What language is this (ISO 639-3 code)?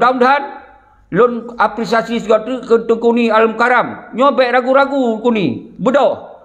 ace